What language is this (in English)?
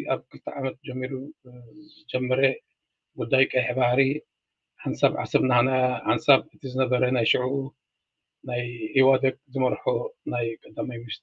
Tigrinya